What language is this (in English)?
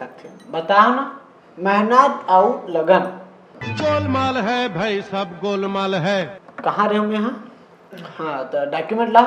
Chhattisgarhi